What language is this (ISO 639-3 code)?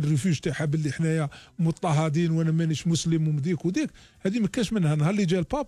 arq